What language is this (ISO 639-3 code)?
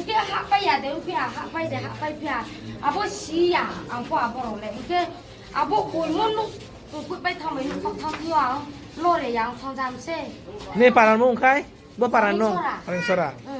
trp